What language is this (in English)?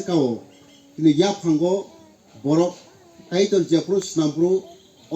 Kok Borok